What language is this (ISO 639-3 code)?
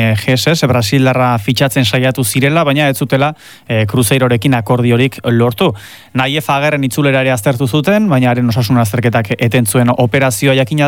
eus